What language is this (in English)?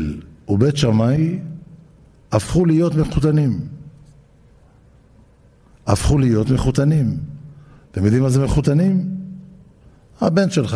Hebrew